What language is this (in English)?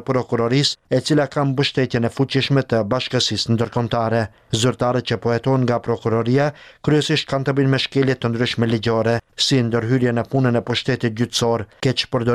Albanian